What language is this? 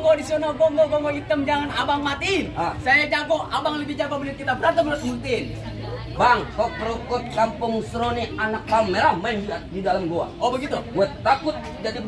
Betawi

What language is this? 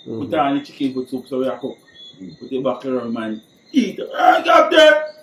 Jamaican Creole English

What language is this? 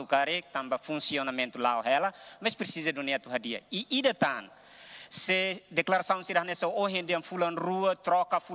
Tetum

